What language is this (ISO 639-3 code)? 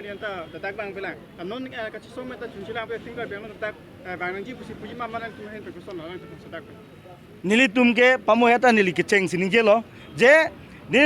mjw